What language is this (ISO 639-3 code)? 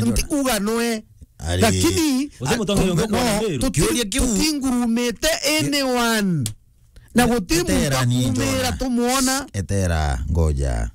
mer